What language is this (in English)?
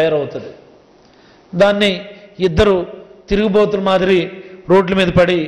Telugu